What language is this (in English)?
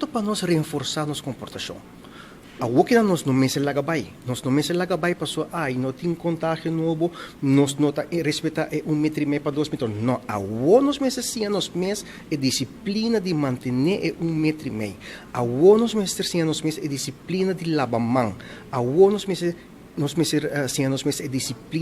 Papiamento